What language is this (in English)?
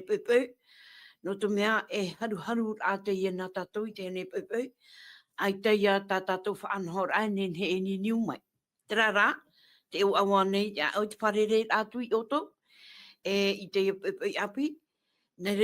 Tahitian